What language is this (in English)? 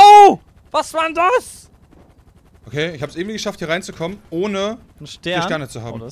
German